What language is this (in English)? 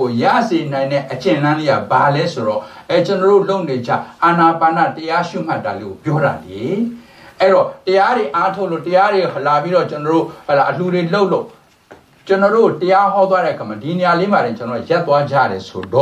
Burmese